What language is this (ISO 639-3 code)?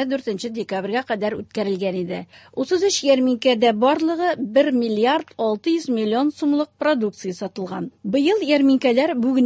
tat